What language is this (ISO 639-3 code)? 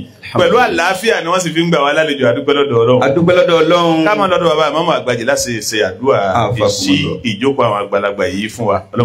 yor